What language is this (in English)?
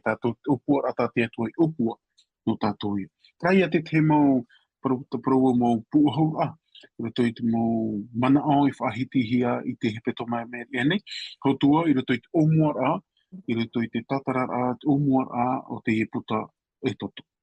Tahitian